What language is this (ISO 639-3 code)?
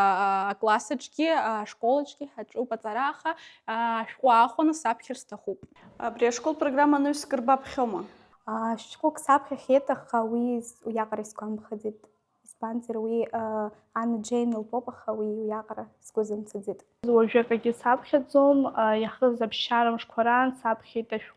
abk